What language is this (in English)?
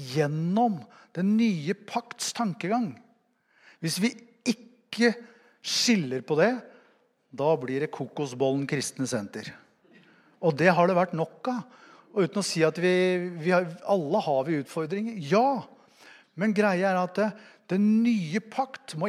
Norwegian